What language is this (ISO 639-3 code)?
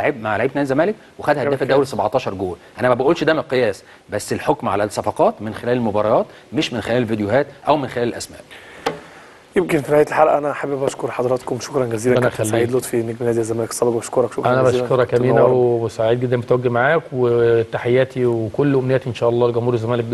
arz